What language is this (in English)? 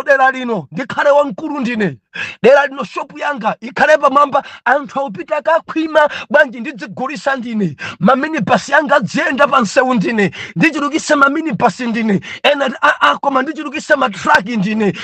Nyanja